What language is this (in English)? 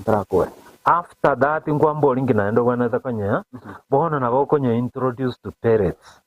Gusii